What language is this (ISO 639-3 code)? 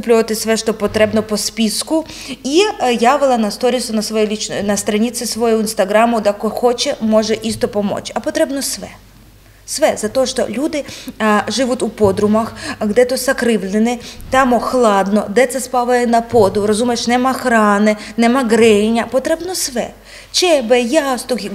srp